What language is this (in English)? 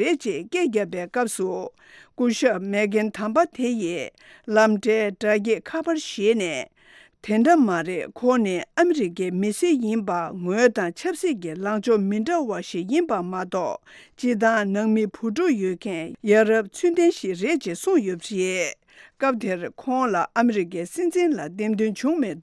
Tibetan